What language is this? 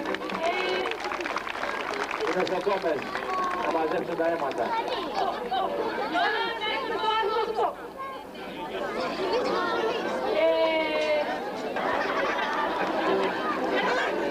Greek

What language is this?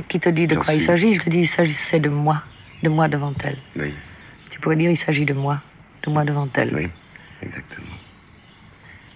French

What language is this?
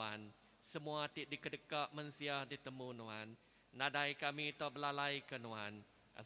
Iban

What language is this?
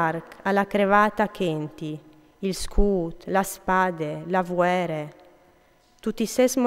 Friulian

